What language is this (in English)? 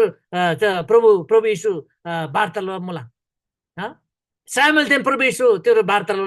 Eastern Tamang